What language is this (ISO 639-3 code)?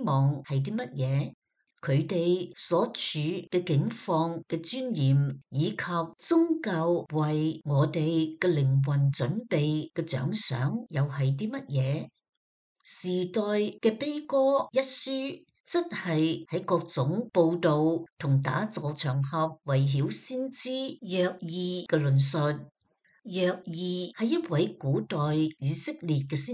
yue